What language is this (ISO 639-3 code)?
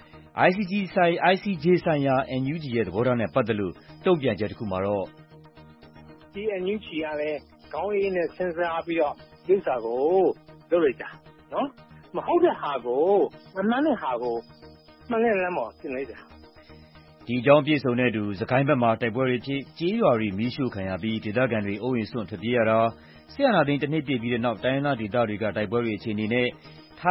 mya